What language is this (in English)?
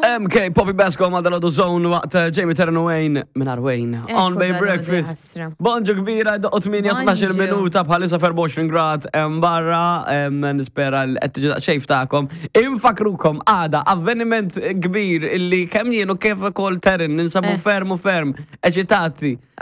Maltese